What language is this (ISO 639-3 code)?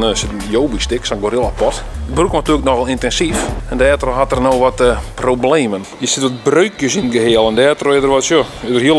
fry